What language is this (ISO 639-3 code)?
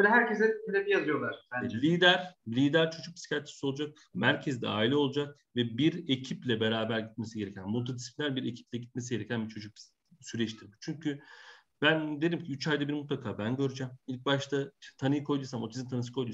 tur